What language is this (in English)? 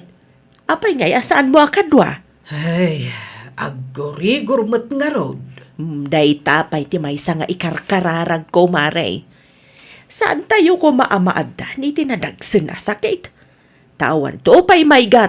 Iloko